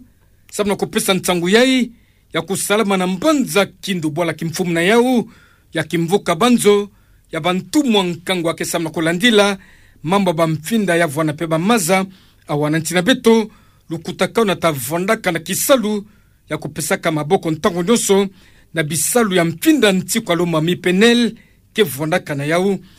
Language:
Kituba (Democratic Republic of Congo)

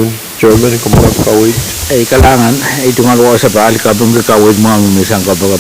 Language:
Pohnpeian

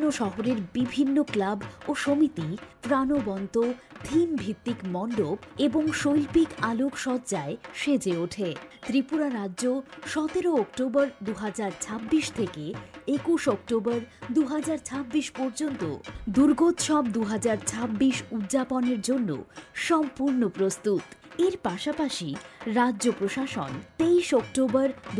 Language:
Bangla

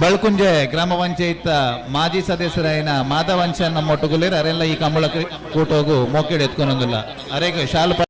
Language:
Tulu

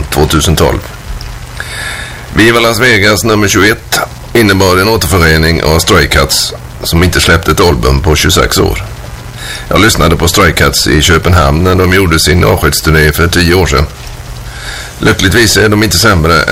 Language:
Swedish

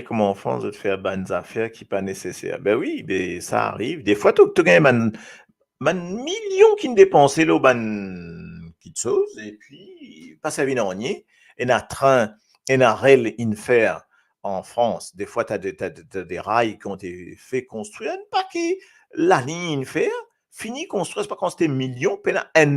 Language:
Morisyen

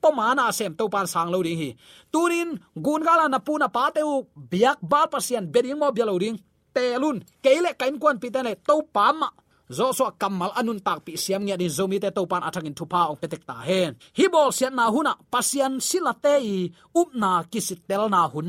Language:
Tedim Chin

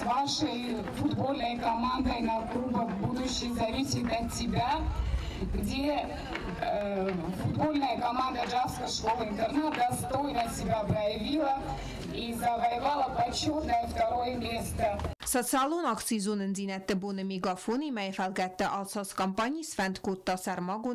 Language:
Ossetic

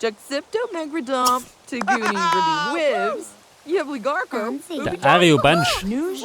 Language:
Bavarian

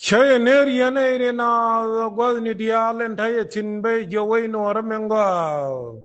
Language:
Nuer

